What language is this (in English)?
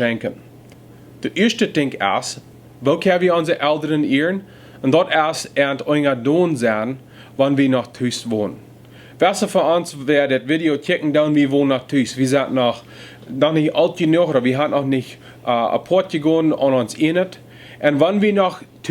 Plautdietsch